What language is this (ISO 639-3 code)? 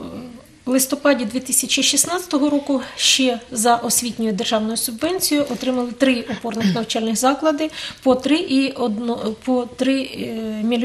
ukr